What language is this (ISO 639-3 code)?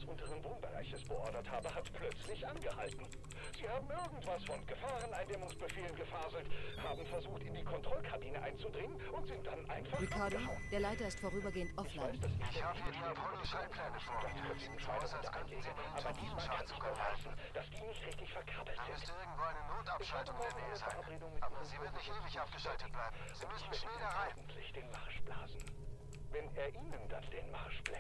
bar